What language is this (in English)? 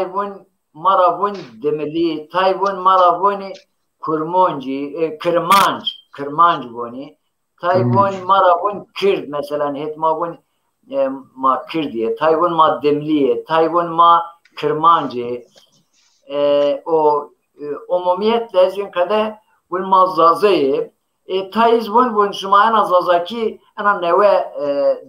Zaza